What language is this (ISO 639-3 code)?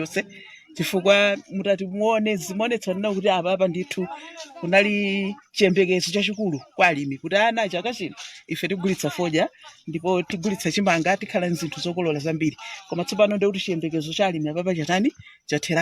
nya